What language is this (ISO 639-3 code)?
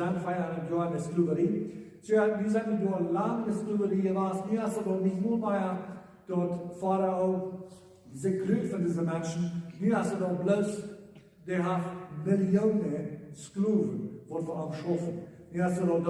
pdt